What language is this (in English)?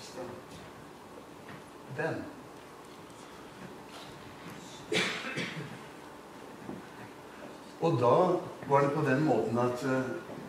Norwegian